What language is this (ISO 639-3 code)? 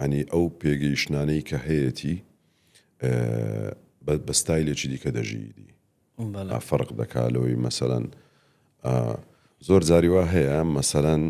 ckb